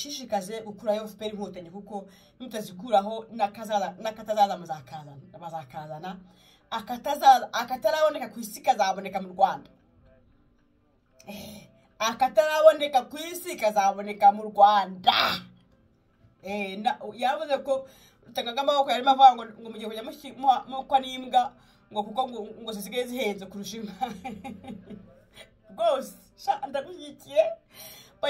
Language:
Kinyarwanda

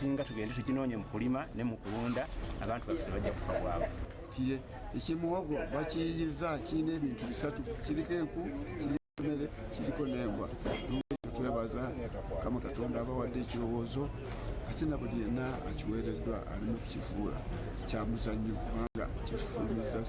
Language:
Ganda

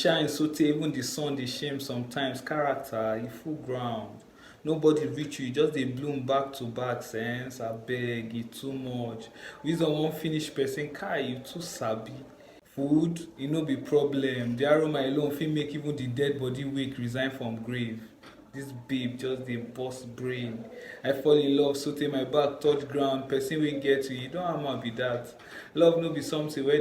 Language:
Nigerian Pidgin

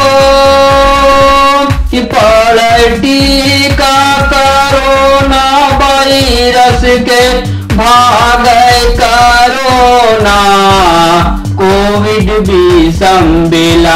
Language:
Bhojpuri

